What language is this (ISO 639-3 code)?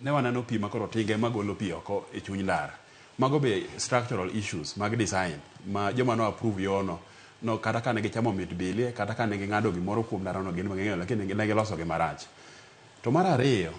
luo